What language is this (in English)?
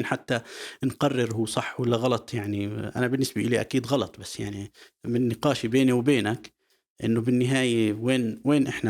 North Levantine Arabic